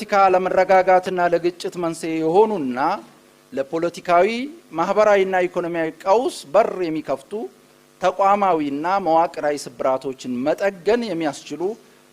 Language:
Amharic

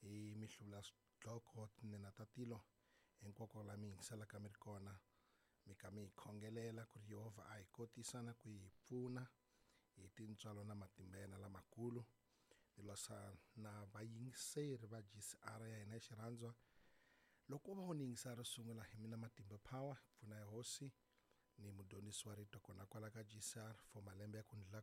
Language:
Tsonga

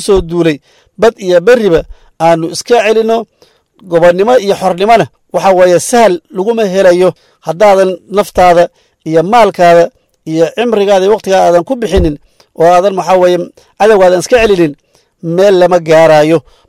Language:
Somali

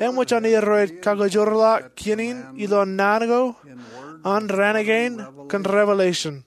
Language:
Marshallese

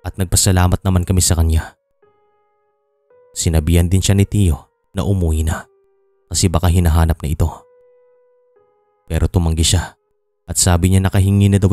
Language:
Filipino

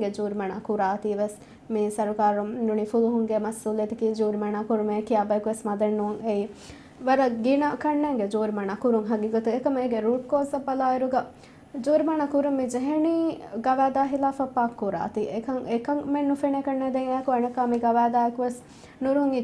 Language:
Divehi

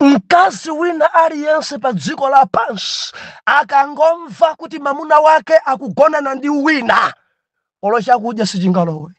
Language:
Nyanja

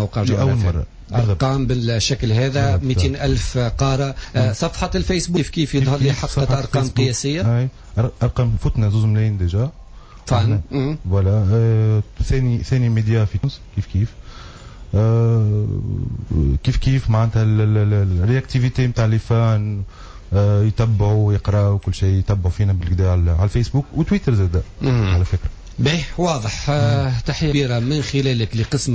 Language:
Tunisian Arabic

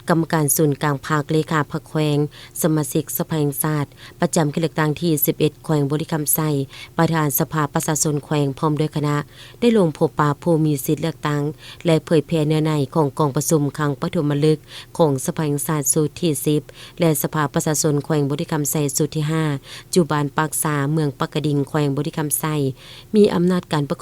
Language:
Lao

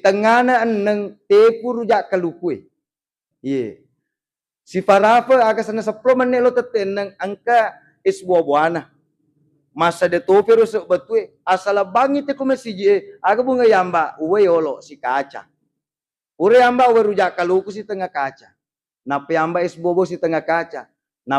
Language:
Buginese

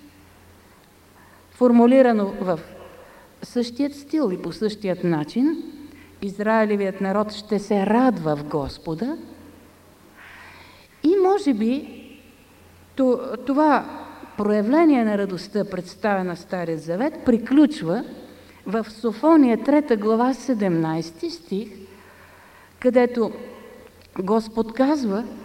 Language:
Bulgarian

